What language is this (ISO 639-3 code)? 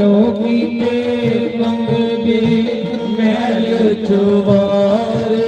doi